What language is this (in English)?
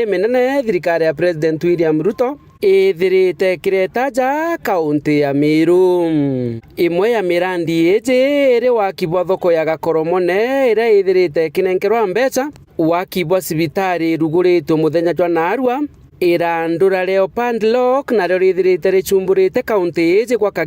Meru